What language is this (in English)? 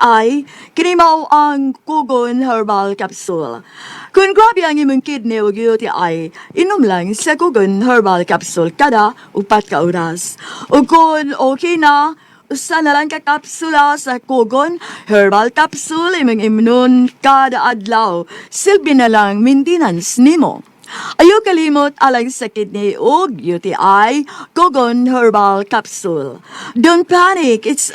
Cebuano